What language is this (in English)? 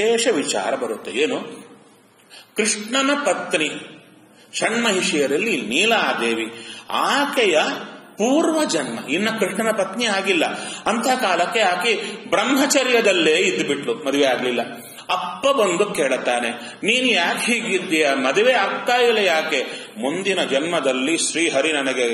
Kannada